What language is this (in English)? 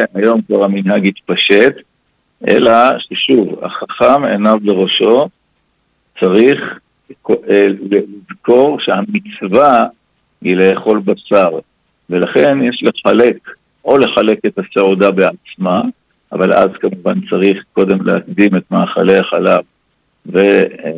Hebrew